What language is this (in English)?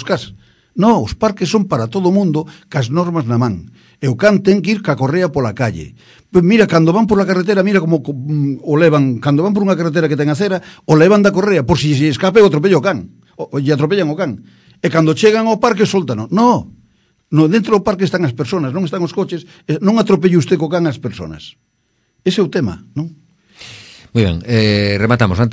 Galician